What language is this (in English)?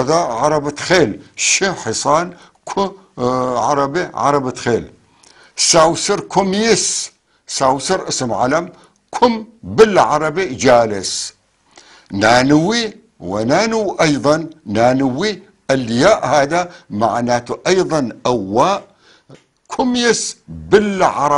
North Levantine Arabic